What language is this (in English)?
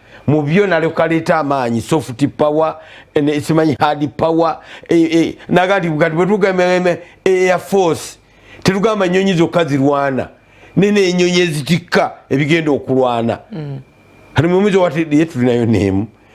Ganda